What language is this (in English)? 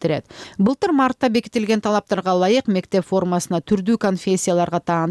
Kyrgyz